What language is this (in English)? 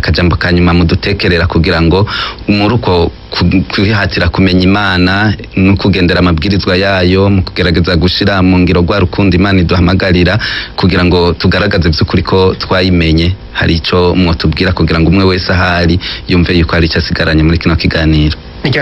Rundi